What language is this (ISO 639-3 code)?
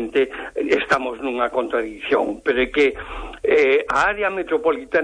glg